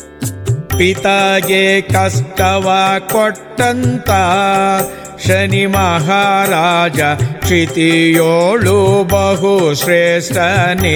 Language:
Kannada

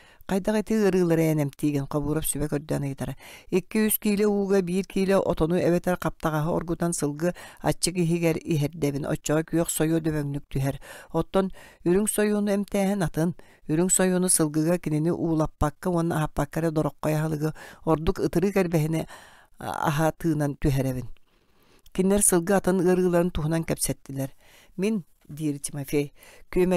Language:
Yakut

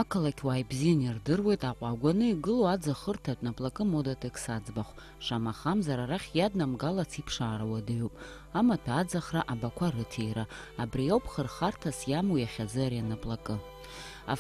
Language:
Abkhazian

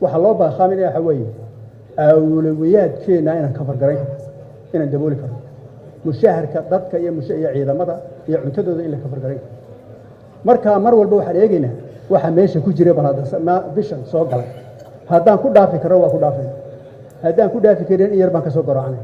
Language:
Somali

